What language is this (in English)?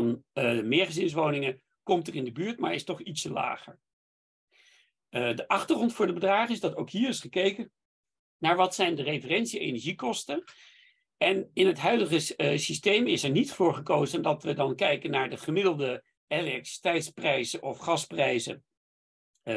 Dutch